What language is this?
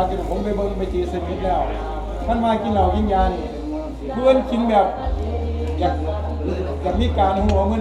Northeastern Thai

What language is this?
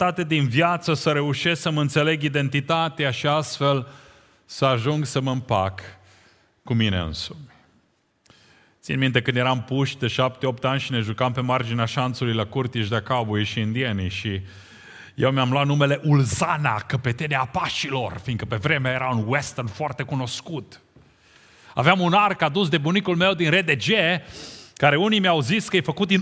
Romanian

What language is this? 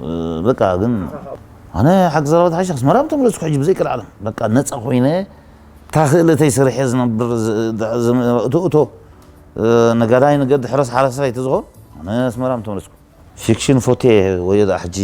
Tigrinya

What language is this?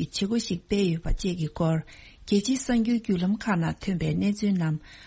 Tibetan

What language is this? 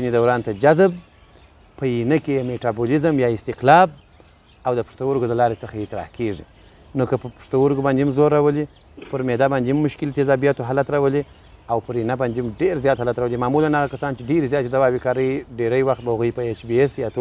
Pashto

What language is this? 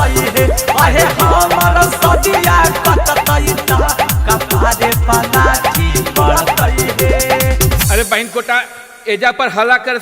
Magahi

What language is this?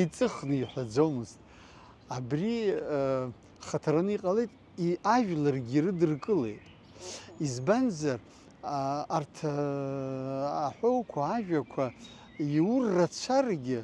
Abkhazian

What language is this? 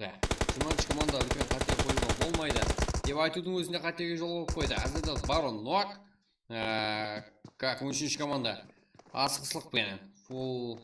Kara-Kalpak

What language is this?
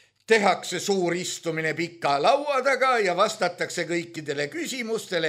Estonian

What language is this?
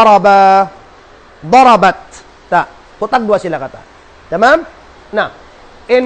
Tausug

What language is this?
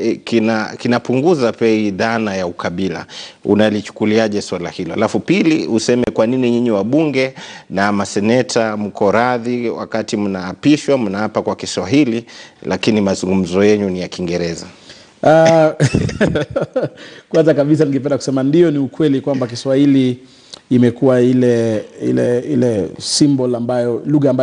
Swahili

